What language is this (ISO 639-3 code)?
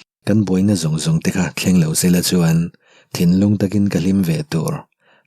lus